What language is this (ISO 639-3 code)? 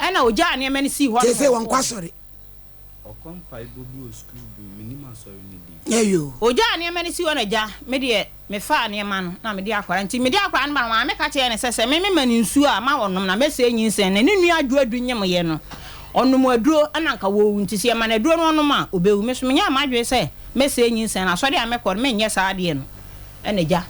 aka